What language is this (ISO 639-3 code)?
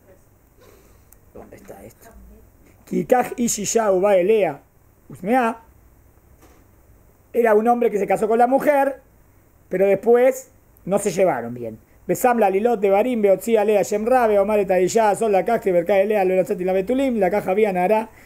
spa